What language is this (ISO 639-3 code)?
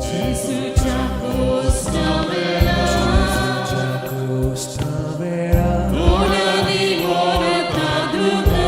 kok